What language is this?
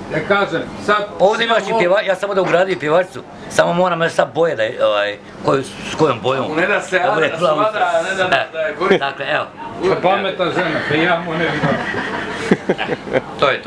Croatian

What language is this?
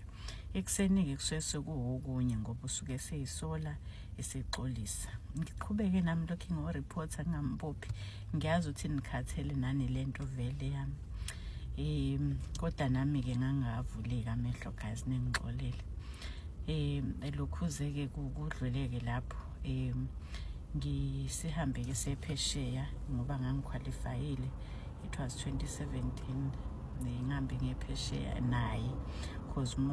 Zulu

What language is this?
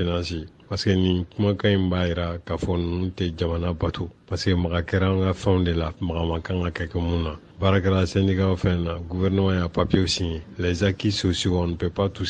Bambara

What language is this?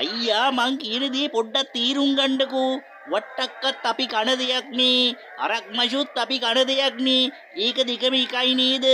Sinhala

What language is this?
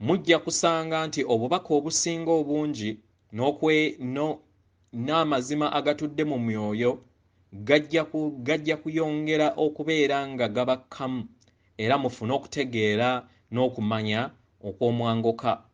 Ganda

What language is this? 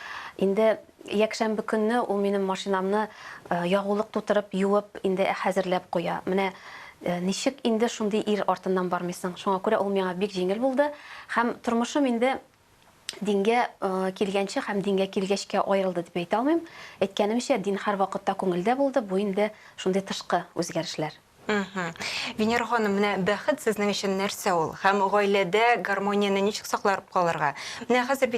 Tatar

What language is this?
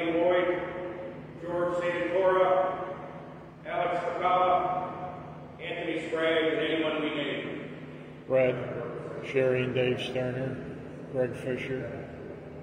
English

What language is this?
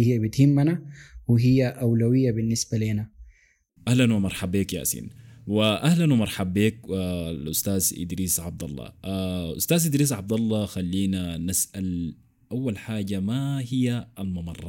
Sudanese Arabic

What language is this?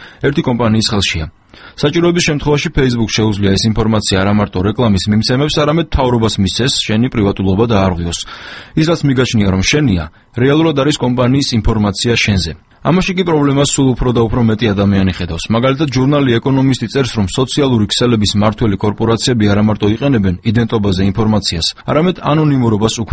Georgian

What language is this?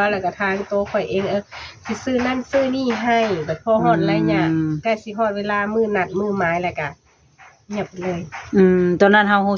Lao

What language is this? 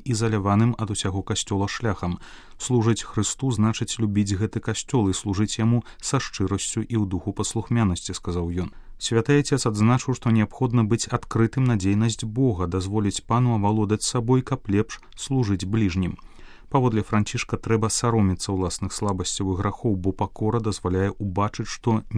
Belarusian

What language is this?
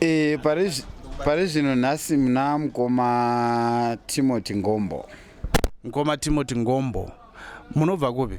Shona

